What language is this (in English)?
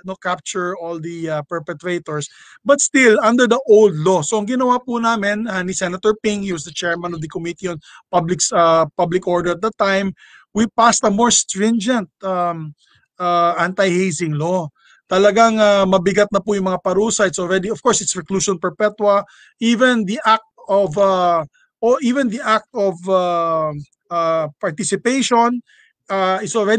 Filipino